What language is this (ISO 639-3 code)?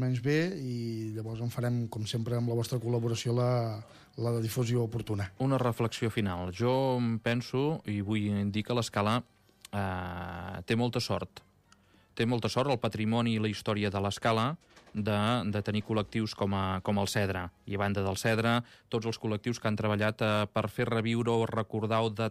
cat